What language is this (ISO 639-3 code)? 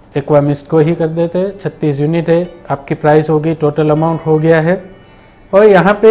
hin